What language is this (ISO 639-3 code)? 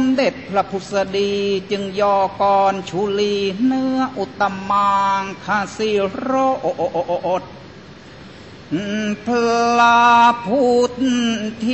tha